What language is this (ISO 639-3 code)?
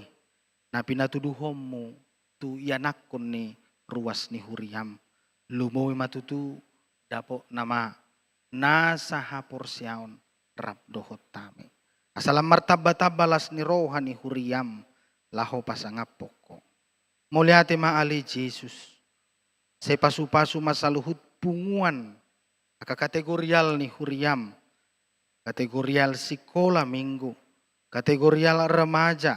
bbc